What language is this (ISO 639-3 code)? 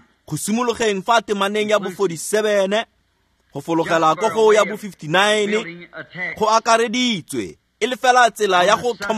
tsn